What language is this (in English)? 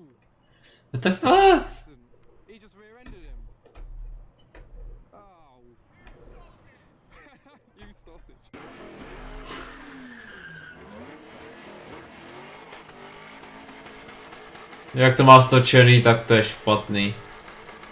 Czech